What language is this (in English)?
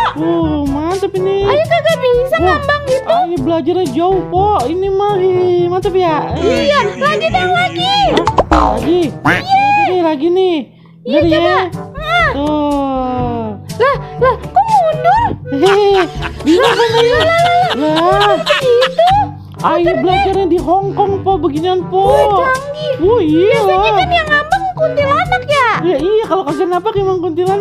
Betawi